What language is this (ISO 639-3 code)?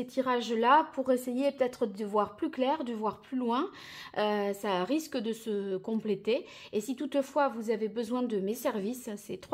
fra